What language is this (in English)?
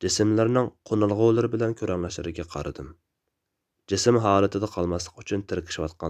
Uyghur